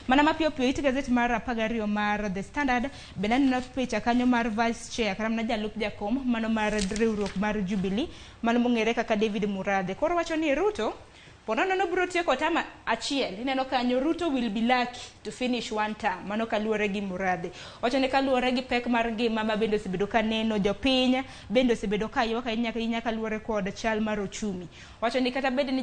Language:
Luo (Kenya and Tanzania)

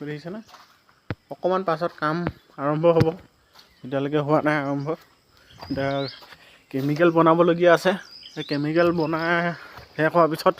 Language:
Assamese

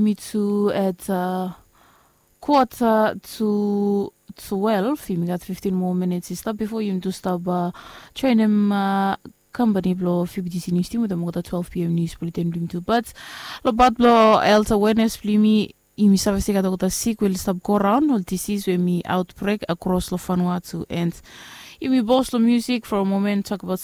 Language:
Bislama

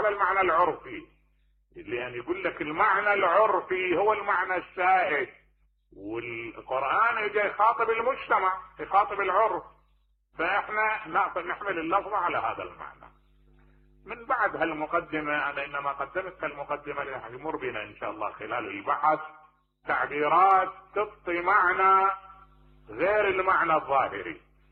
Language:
Mesopotamian Arabic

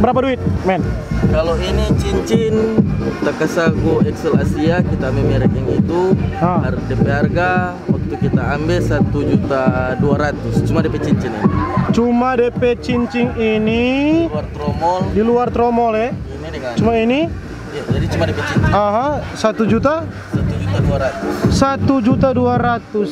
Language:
Manado Malay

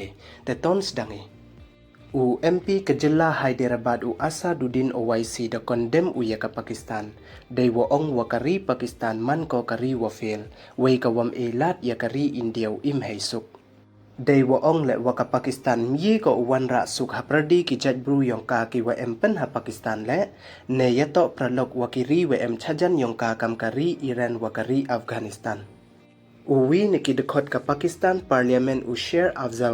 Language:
Pnar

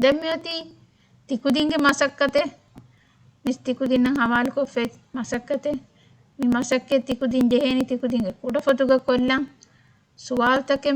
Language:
Divehi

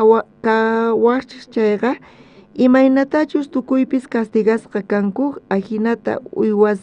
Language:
South Bolivian Quechua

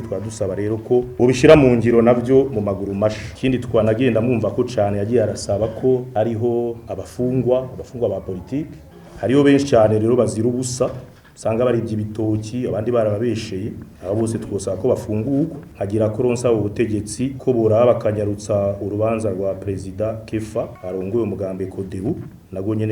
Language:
Rundi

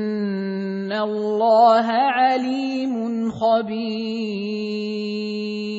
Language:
Arabic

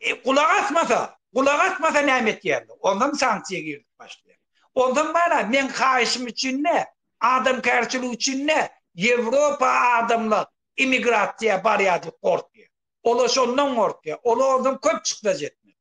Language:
Turkmen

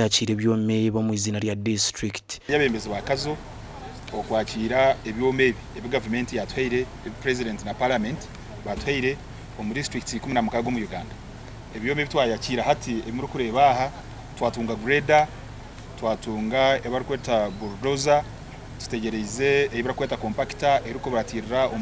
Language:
Nyankole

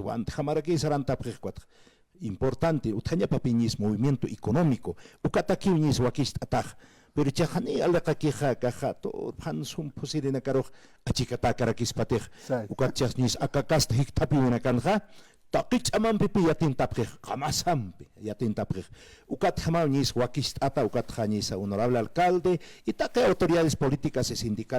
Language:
Aymara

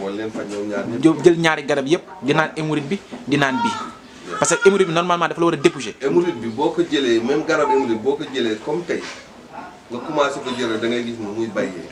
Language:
Wolof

